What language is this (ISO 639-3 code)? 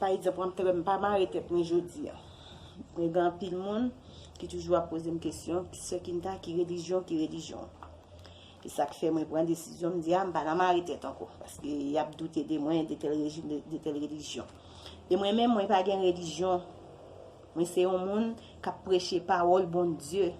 hat